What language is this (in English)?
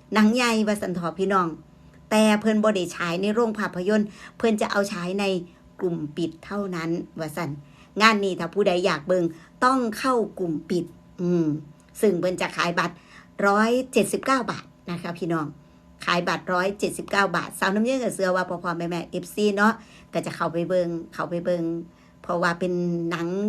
Northeastern Thai